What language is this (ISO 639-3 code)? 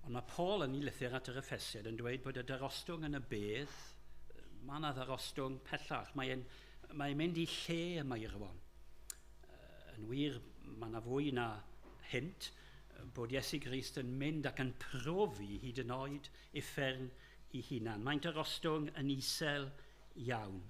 cym